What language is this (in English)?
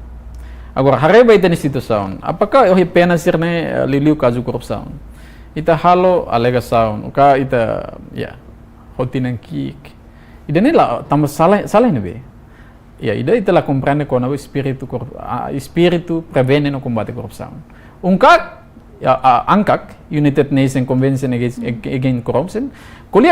Tetum